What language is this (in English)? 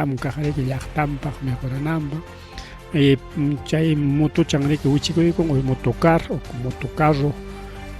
Ayacucho Quechua